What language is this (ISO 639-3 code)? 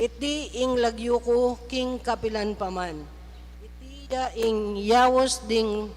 pam